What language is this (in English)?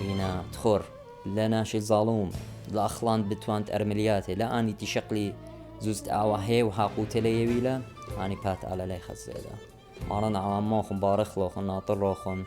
Assyrian Neo-Aramaic